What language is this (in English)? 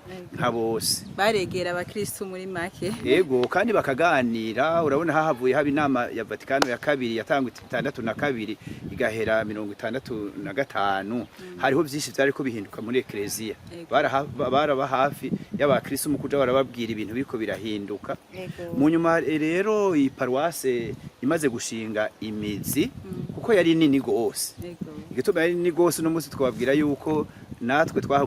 Rundi